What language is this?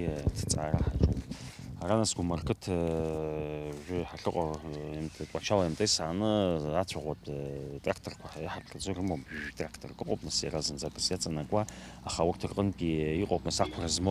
Abkhazian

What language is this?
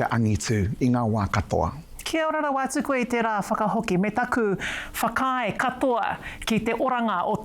Māori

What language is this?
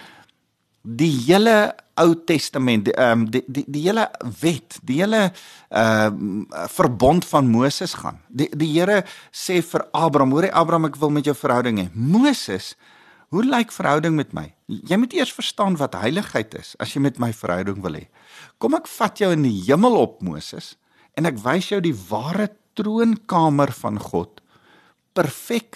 Afrikaans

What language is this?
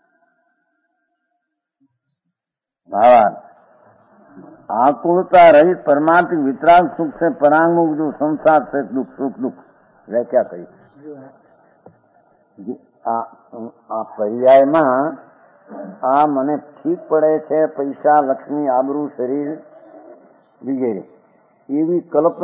Gujarati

